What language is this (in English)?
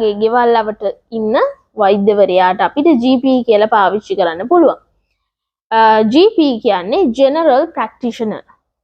Sinhala